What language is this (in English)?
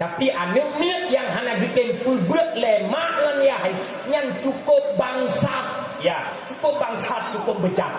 Achinese